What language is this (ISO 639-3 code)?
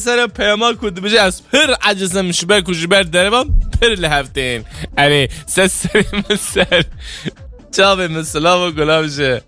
kur